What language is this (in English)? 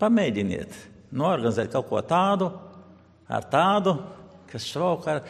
Latvian